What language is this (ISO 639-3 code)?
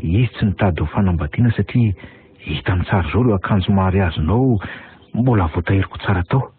mlg